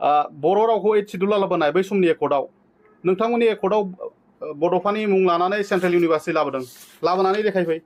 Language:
Bodo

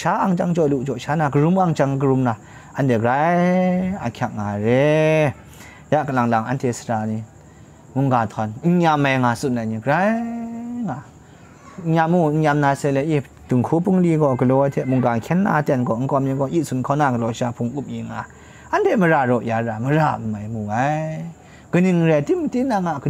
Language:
Kachin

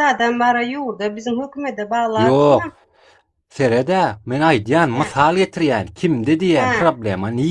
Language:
Turkmen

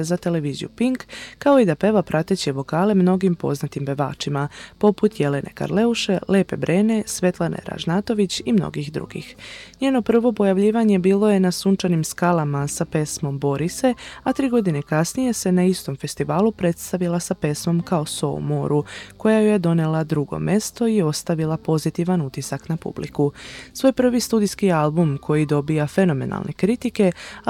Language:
Serbian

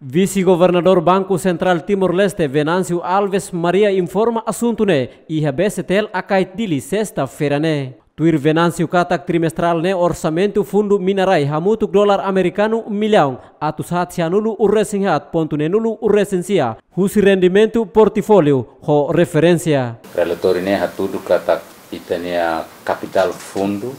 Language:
Tetum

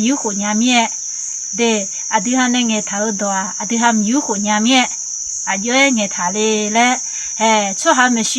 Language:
Akha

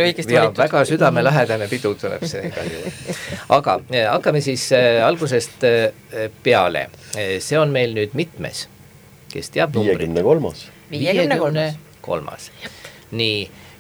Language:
Estonian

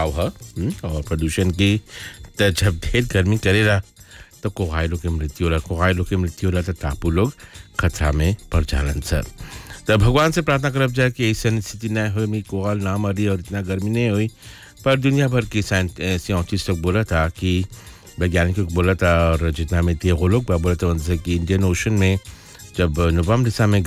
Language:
Bhojpuri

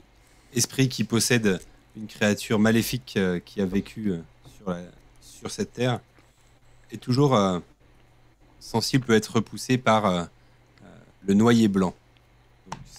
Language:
French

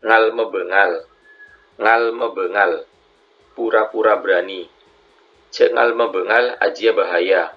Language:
Madurese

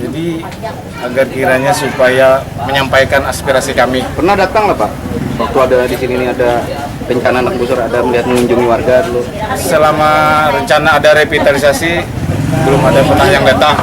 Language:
Banjar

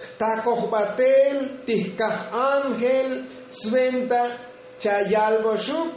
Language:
Tzotzil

